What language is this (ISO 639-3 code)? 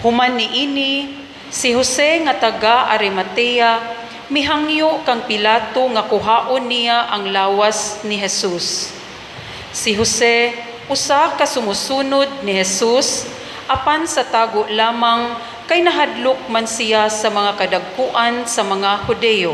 ceb